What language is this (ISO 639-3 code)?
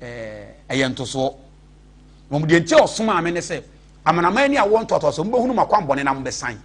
aka